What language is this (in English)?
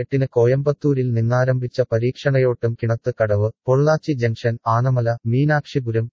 Malayalam